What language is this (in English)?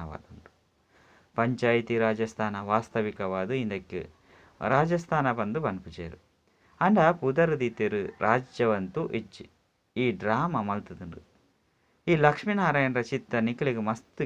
Tulu